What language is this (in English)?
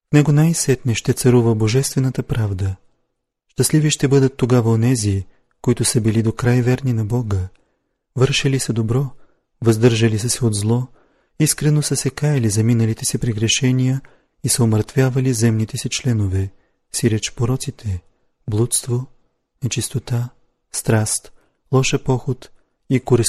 Bulgarian